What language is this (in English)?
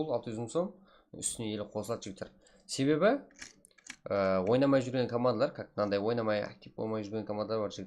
Kara-Kalpak